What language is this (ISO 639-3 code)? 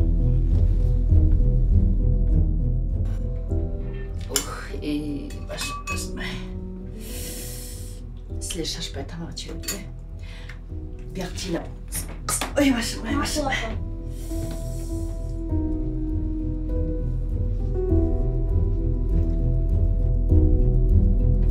kir